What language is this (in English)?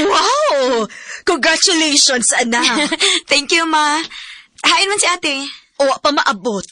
Cebuano